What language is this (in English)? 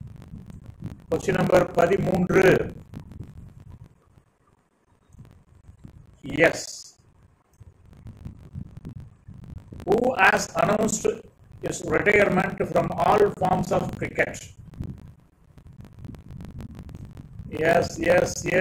Tamil